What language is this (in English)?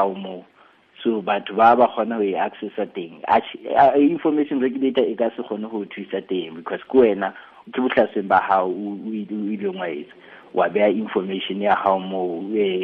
Southern Sotho